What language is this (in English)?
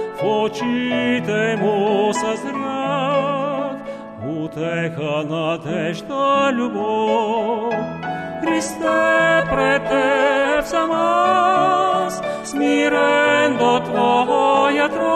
Bulgarian